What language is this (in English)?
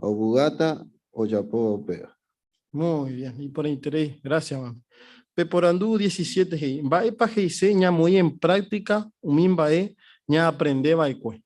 Guarani